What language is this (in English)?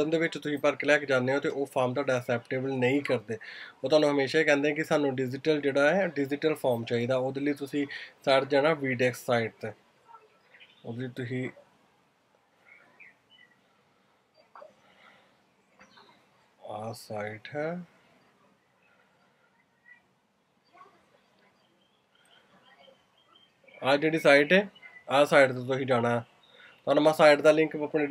Punjabi